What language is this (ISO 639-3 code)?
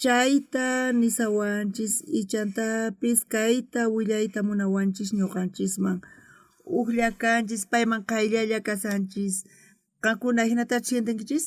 quh